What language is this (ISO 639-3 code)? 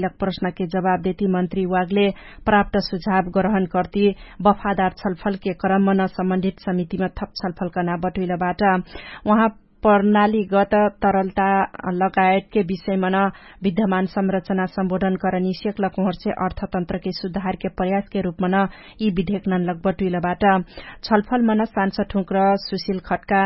thl